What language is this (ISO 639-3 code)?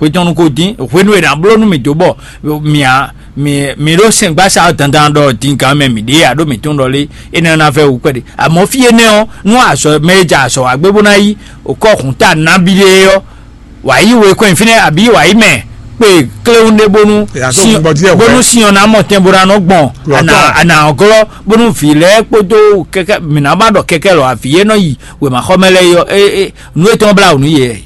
fon